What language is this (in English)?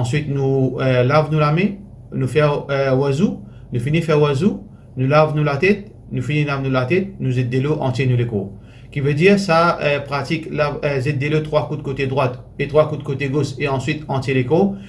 Morisyen